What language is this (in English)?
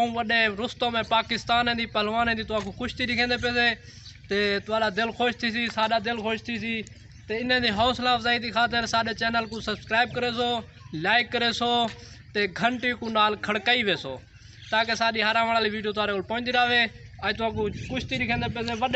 Saraiki